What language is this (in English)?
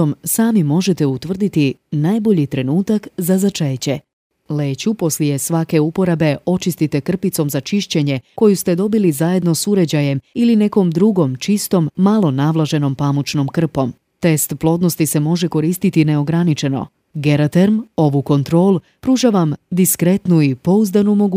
Serbian